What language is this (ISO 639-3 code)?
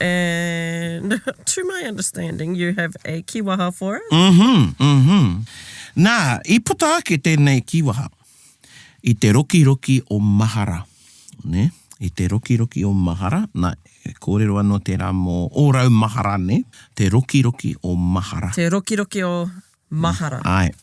mri